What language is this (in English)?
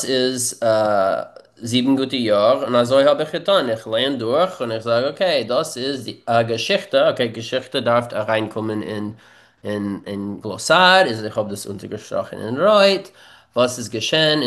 Yiddish